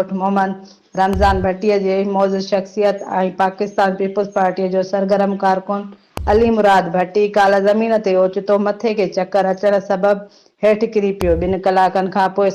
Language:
Sindhi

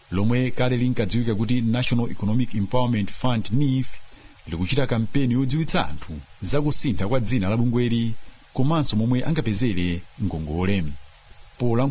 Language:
Nyanja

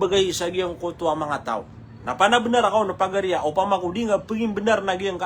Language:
Maranao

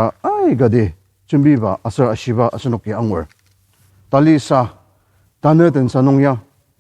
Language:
Ao Naga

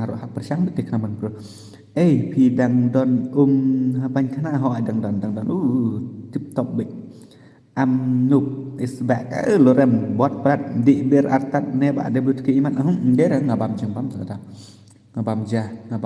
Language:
Khasi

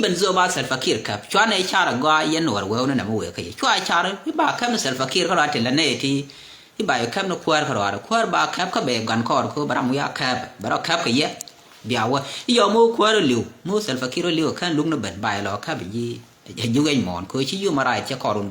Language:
Nuer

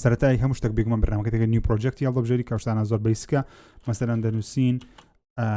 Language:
Central Kurdish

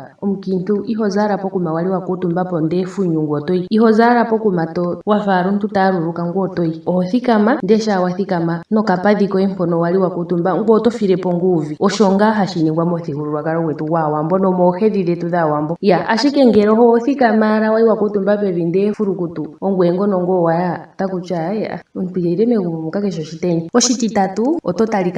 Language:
Ndonga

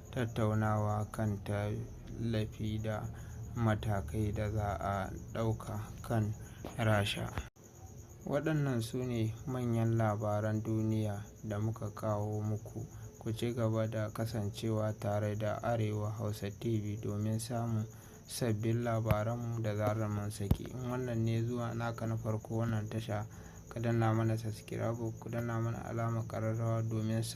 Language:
Hausa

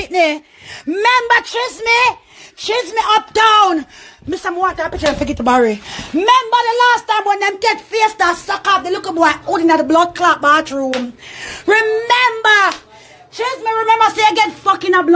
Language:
Jamaican Creole English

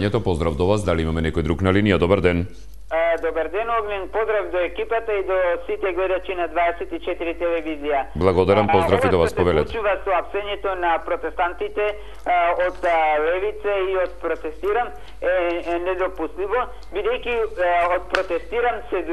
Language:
Macedonian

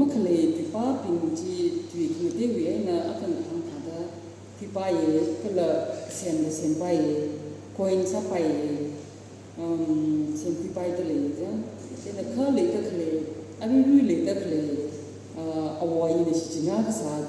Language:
Tangkhul Naga (India)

